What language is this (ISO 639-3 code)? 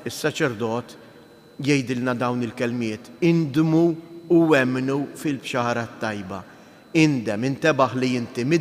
mlt